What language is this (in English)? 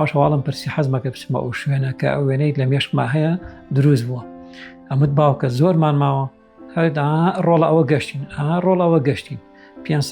Central Kurdish